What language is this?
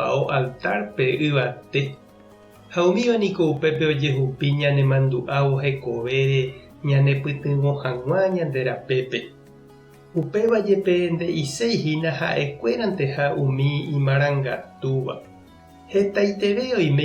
Guarani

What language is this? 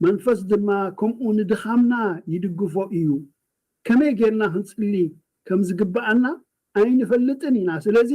Tigrinya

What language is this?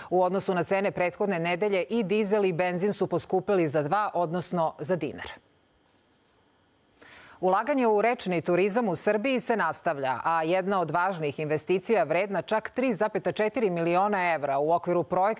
Serbian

